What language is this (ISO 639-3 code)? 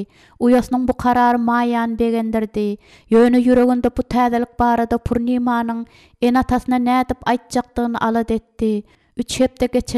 tuk